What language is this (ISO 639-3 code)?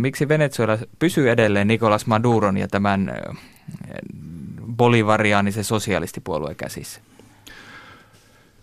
fin